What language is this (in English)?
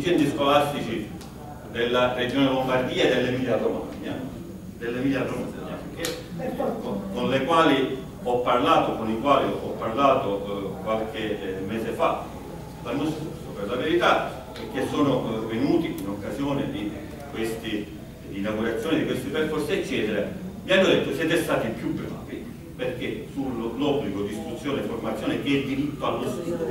Italian